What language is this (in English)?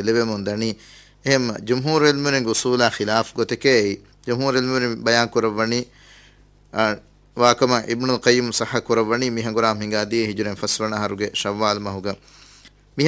Divehi